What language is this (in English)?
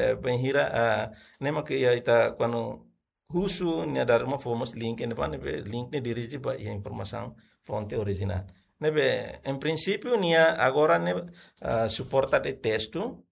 Tetum